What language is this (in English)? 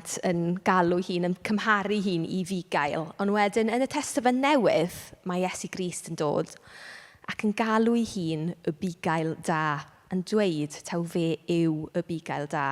Welsh